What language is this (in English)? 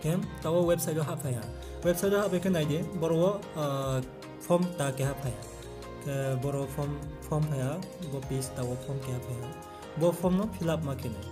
Riang (India)